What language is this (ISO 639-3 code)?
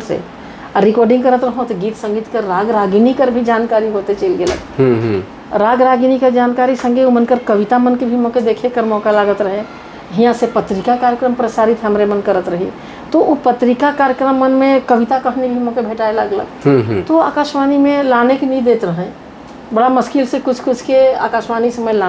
sck